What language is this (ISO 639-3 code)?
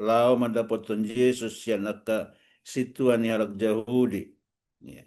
bbc